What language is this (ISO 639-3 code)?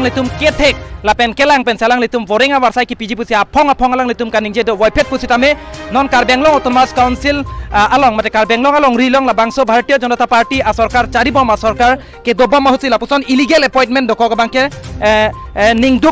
mjw